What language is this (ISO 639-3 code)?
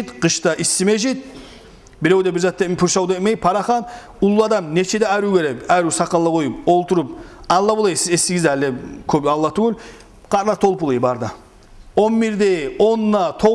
kum